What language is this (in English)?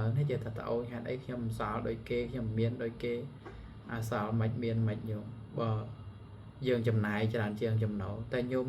Khmer